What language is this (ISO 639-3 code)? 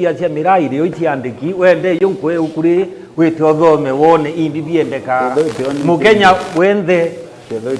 mer